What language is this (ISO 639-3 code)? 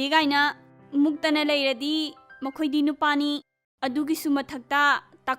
mni